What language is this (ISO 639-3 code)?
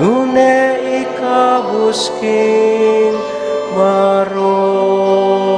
pam